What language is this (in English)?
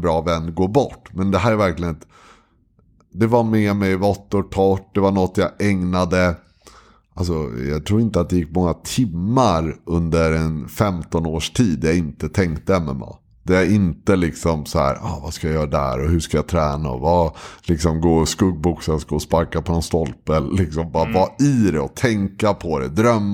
Swedish